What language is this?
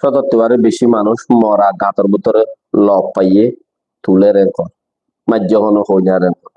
Rohingya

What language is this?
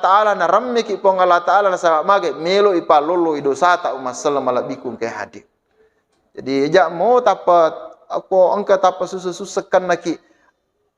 Buginese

